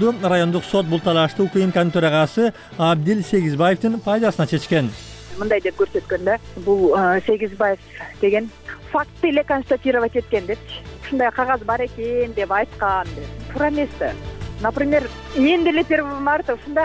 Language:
Kyrgyz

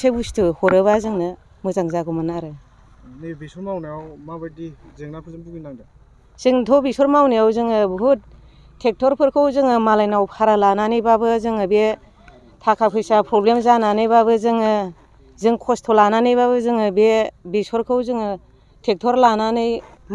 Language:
Bodo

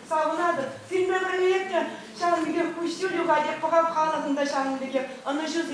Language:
Chuvash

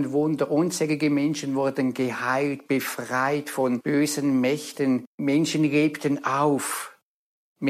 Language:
German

